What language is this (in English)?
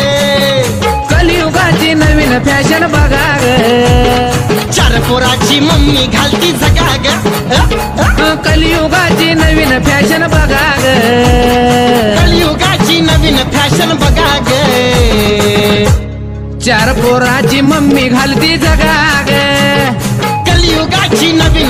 Marathi